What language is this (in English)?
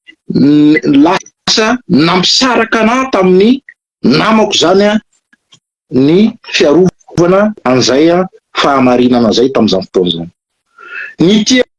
Malagasy